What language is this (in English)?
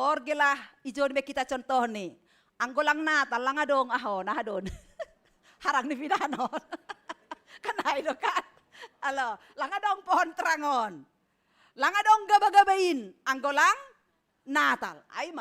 Batak Simalungun